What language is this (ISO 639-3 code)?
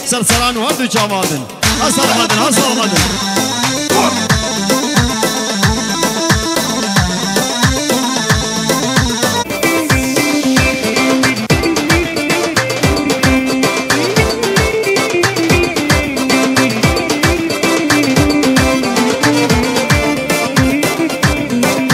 fas